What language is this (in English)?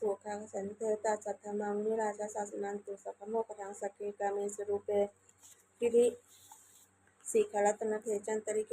Pali